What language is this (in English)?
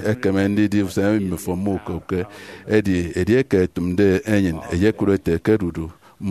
Efik